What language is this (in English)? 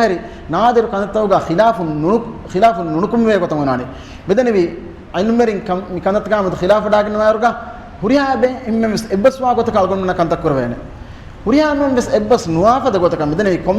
Divehi